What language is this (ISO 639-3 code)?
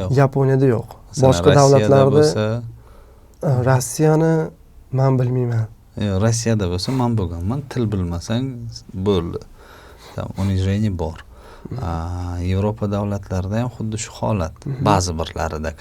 uzb